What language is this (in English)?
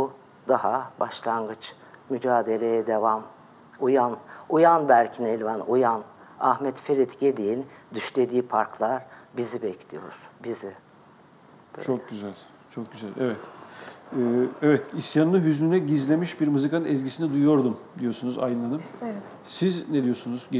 Turkish